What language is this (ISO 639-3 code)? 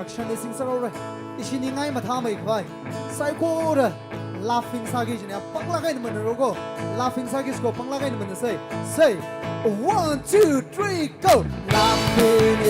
nmf